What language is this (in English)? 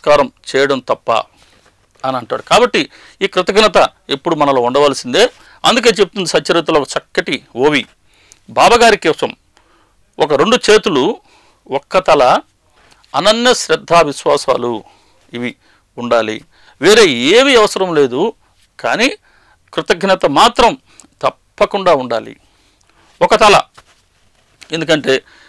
Telugu